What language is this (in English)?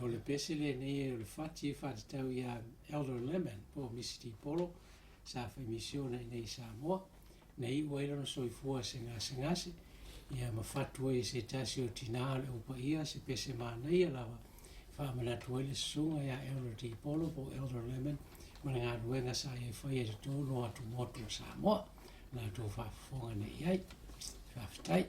Samoan